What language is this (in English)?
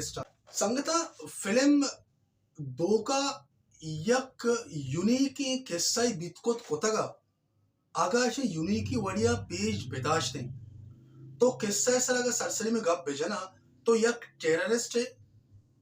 Baluchi